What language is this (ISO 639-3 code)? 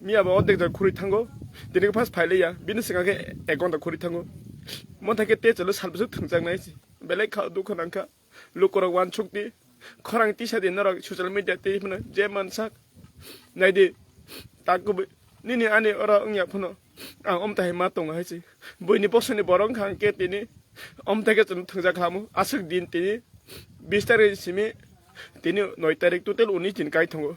trp